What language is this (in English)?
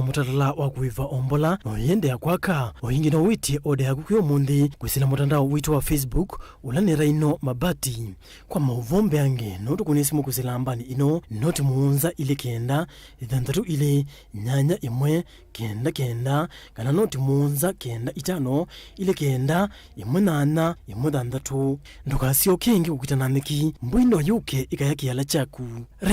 Kamba